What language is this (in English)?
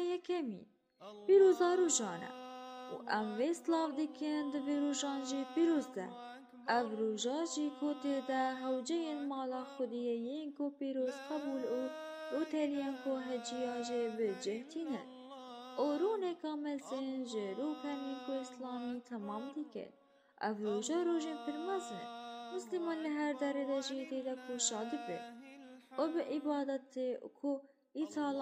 Kurdish